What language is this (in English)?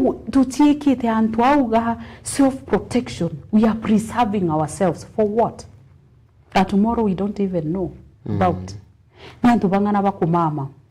Meru